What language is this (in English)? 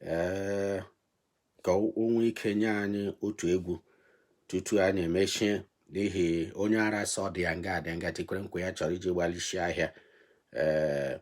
Igbo